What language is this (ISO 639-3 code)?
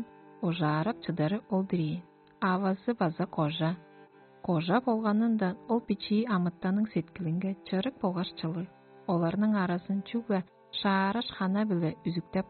tyv